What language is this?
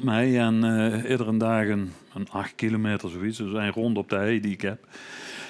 Limburgish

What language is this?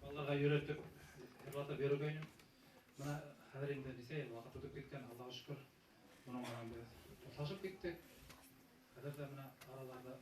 Bashkir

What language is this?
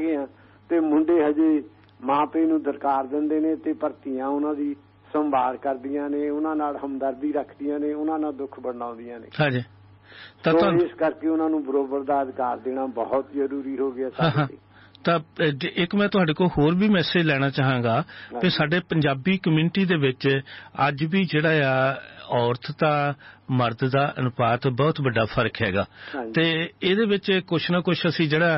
Punjabi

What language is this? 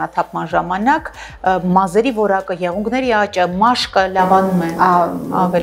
Armenian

